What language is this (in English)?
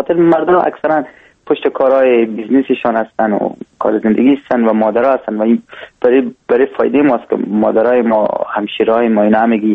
Persian